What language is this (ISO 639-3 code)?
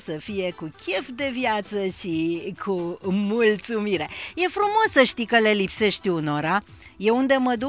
ron